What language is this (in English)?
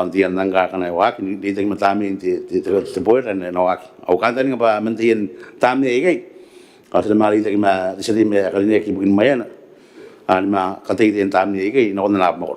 Gilbertese